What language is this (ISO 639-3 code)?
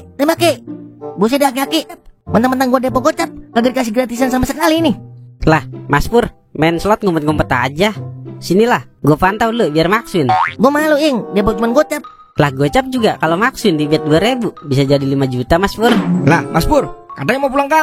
bew